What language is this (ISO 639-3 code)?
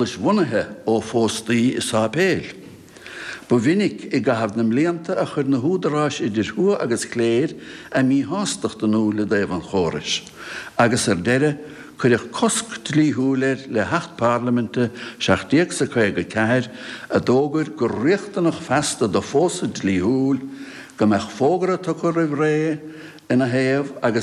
gle